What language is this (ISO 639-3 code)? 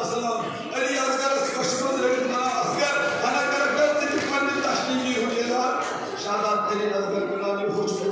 kas